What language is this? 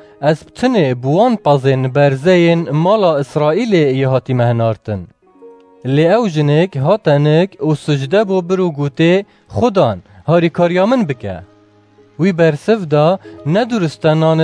Kurdish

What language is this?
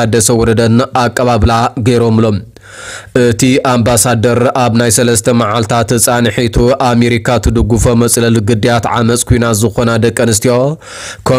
Tigrinya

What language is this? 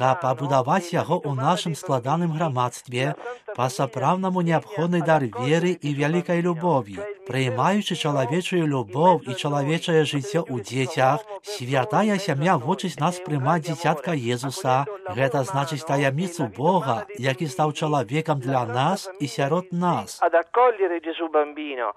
Belarusian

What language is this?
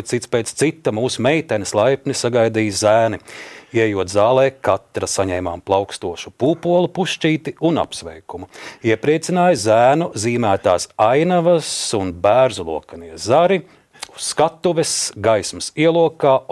Latvian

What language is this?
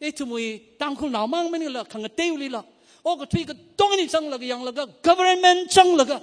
Tangkhul Naga (India)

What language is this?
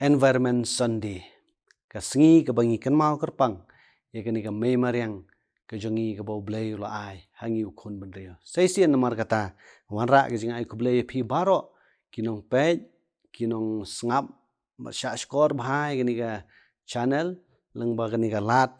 Khasi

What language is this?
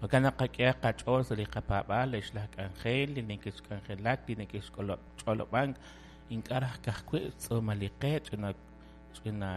Kekchí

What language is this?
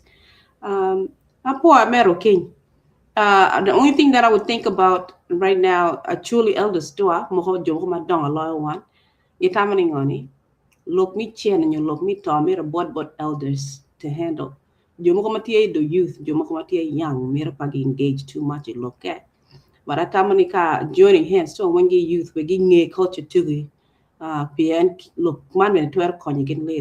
Acoli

